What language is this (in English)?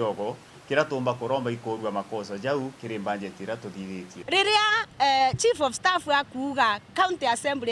Meru